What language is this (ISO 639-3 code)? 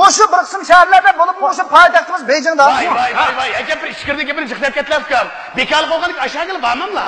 uig